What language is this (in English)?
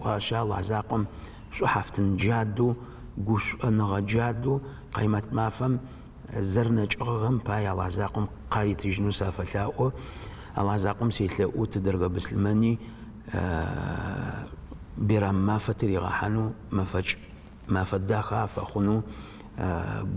Adyghe